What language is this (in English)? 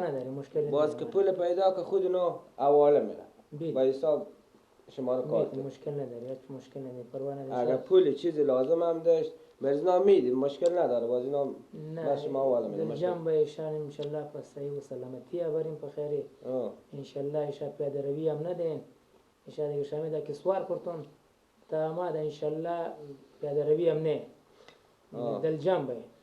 Persian